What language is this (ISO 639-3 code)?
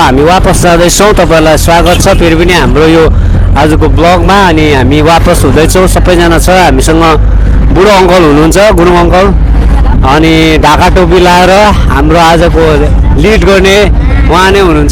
nep